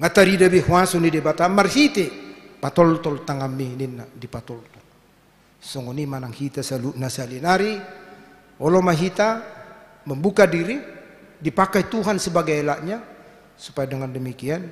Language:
Batak Toba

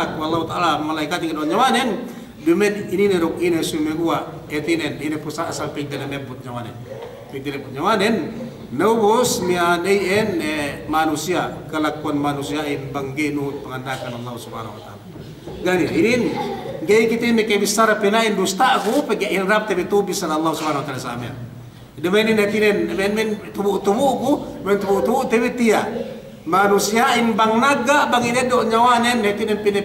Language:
Yakan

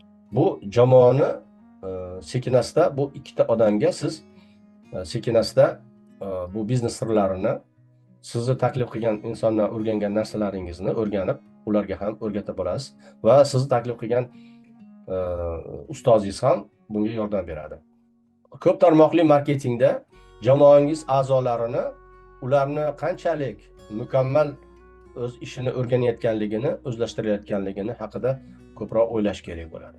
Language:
Uzbek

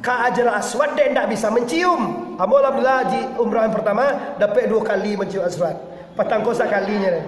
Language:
Minangkabau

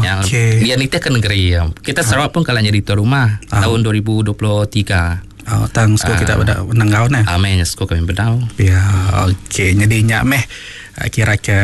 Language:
Iban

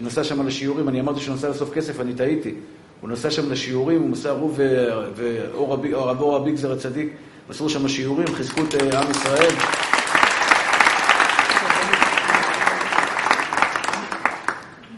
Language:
Hebrew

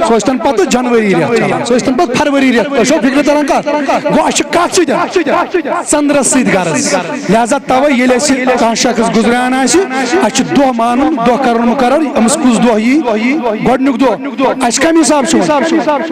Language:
Kashmiri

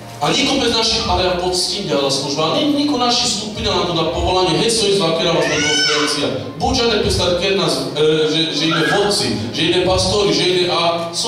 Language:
Slovak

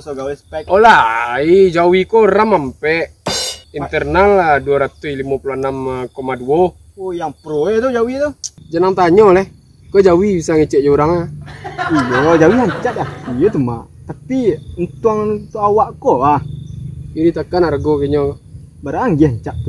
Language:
Minangkabau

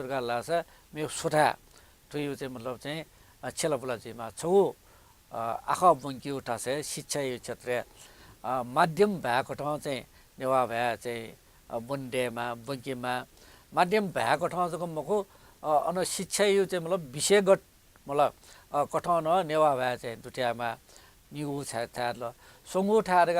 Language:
Newari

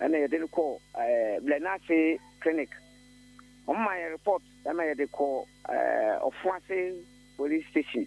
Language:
Akan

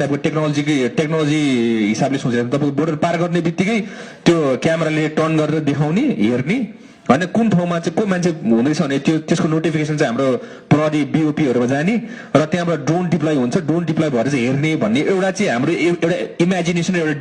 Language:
Nepali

